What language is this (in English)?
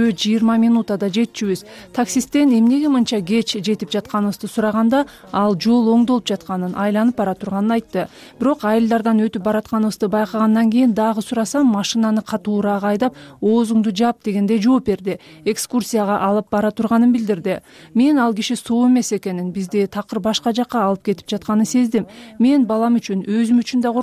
Kyrgyz